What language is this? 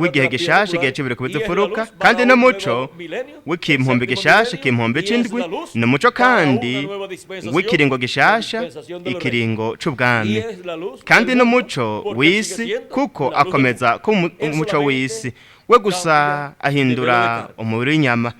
Rundi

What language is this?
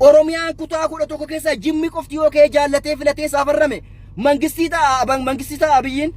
Oromo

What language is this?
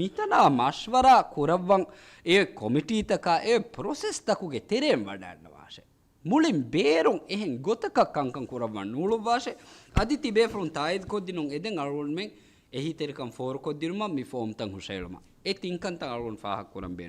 Divehi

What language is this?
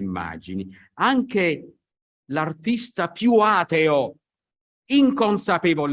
Italian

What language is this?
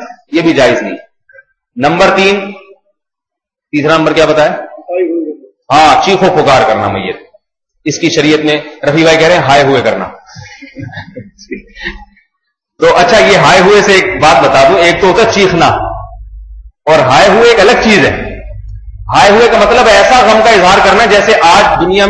Urdu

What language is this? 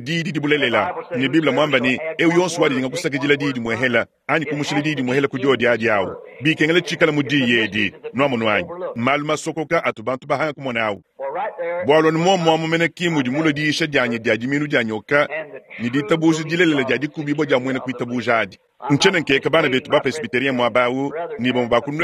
Luba-Lulua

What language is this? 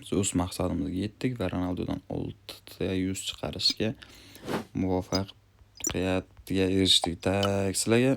Uzbek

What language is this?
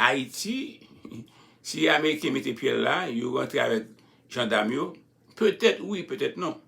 Haitian Creole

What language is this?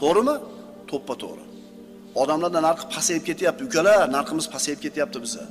Uzbek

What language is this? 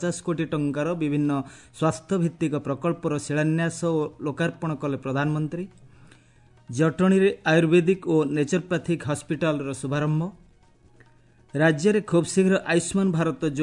Odia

